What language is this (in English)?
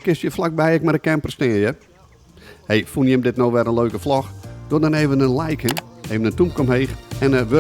Western Frisian